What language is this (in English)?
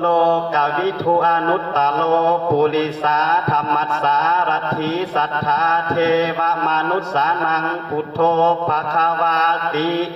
Pali